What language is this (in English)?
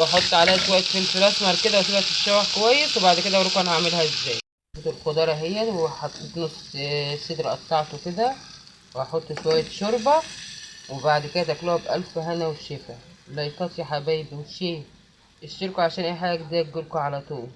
Egyptian Arabic